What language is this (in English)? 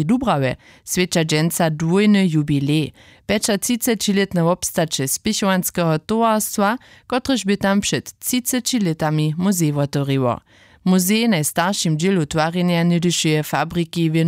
Upper Sorbian